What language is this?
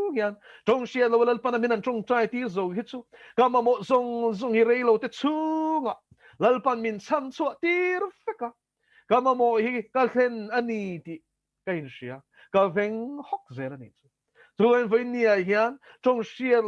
Mizo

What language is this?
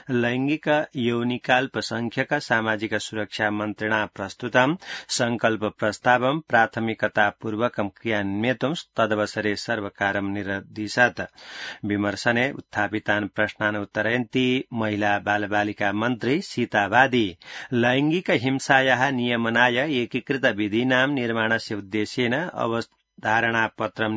Sanskrit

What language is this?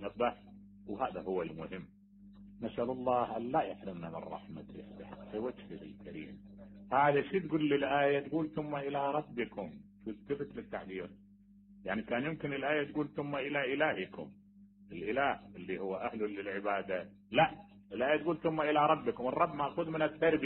Mesopotamian Arabic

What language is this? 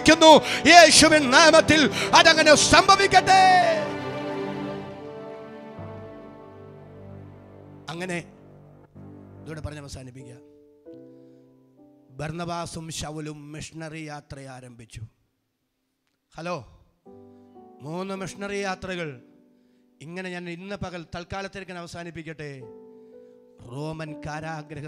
Malayalam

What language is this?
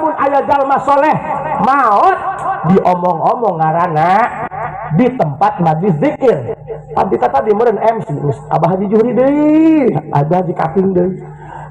Sundanese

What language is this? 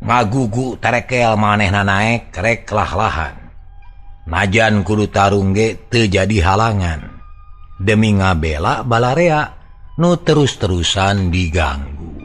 Sundanese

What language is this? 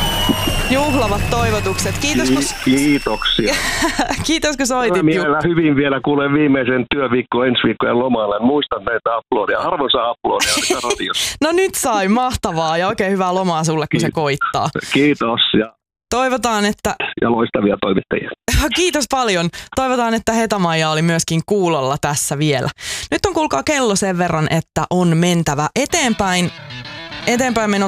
Finnish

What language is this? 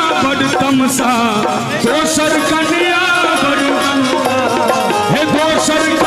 Maithili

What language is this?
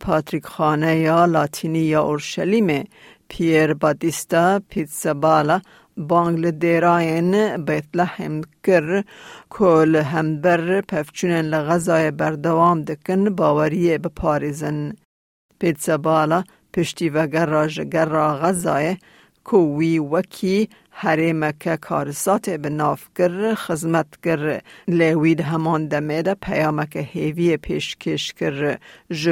Kurdish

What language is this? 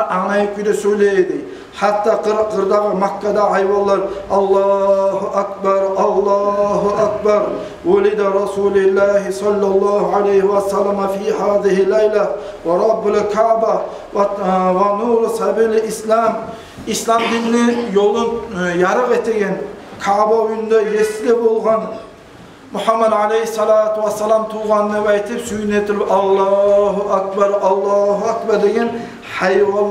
Kumyk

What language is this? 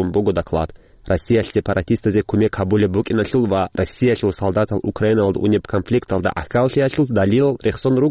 Avaric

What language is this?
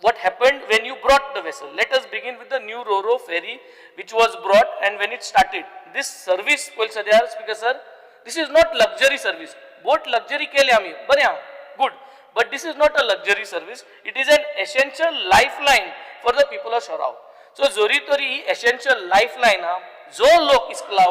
Konkani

